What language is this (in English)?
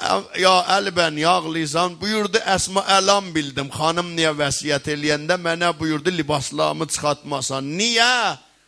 South Azerbaijani